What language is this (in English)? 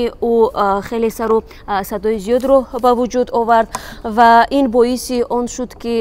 Tajik